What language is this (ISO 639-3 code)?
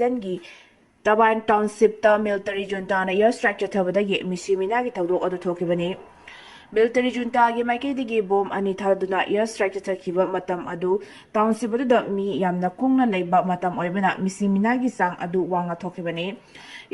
mni